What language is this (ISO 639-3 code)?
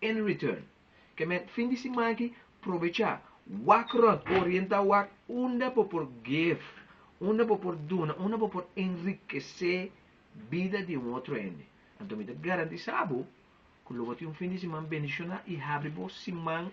pap